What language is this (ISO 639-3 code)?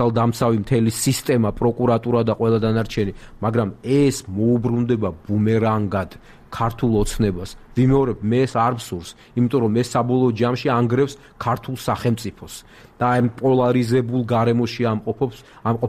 kat